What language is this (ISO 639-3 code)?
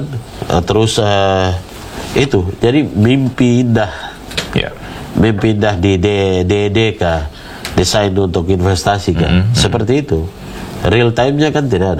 ind